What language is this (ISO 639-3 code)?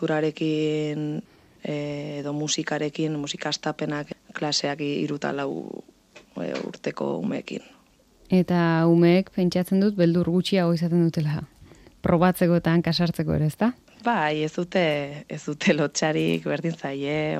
eus